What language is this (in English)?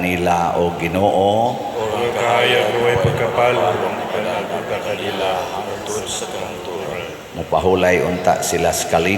Cebuano